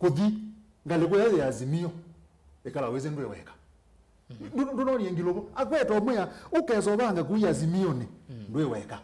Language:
Kamba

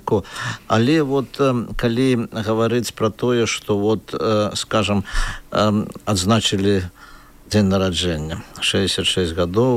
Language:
Belarusian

